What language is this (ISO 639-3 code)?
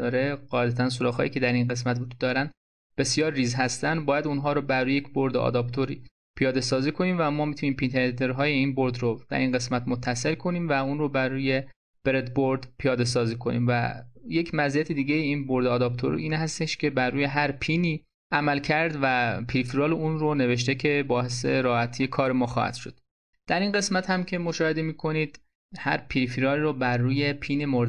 fas